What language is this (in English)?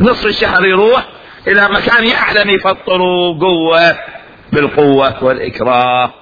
Mesopotamian Arabic